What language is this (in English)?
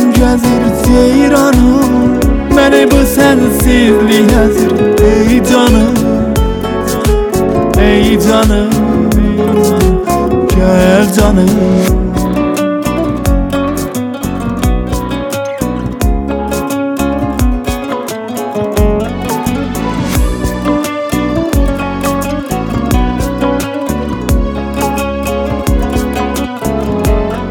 Turkish